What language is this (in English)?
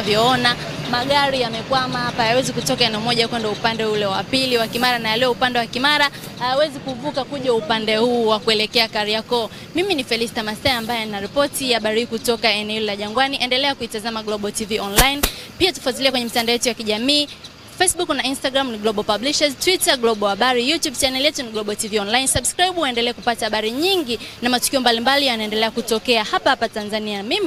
Swahili